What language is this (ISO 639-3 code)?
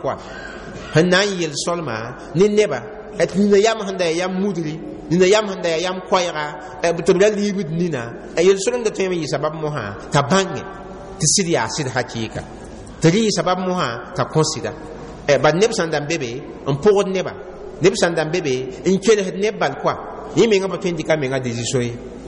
mos